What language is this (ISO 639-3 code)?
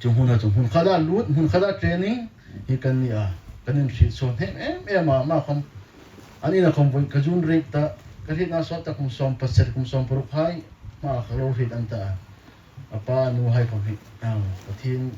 hmr